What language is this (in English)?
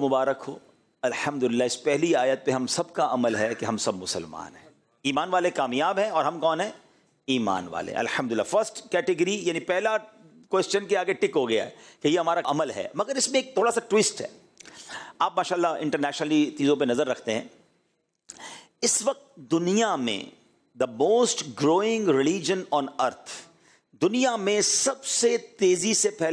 Urdu